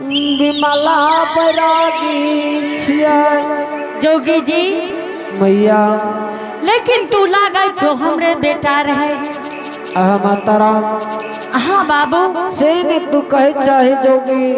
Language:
Angika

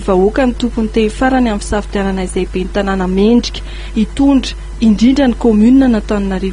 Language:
Malagasy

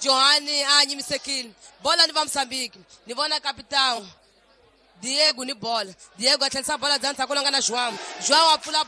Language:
Tsonga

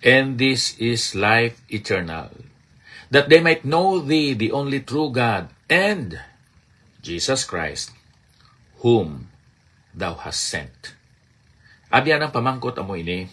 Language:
Hiligaynon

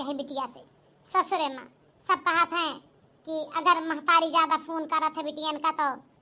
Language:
Awadhi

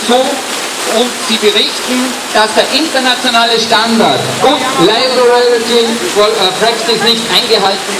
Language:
German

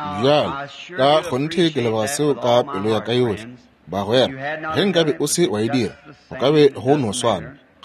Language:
Northern Sotho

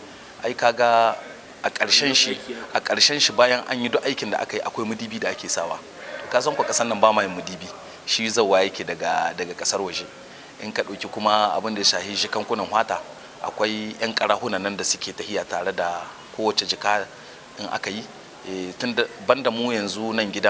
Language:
Hausa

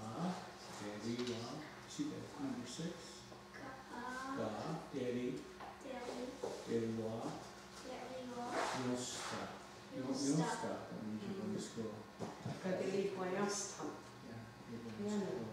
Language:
Mohawk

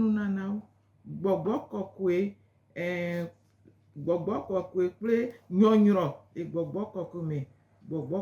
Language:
Gen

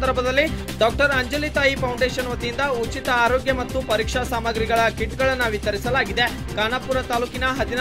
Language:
Kannada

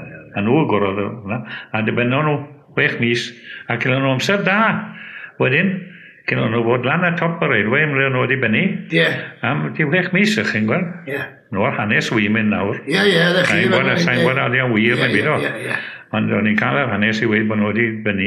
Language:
Welsh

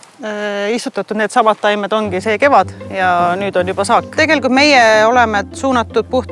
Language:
Estonian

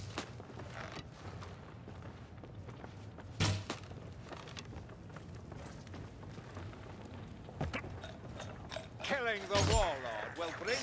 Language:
English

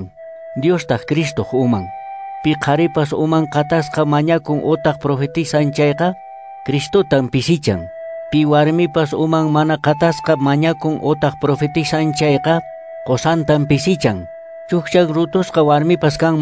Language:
Quechua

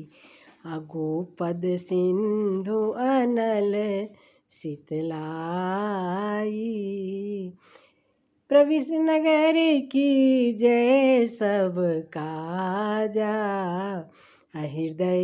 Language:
Maithili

